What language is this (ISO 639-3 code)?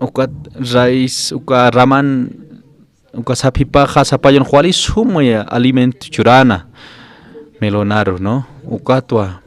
aym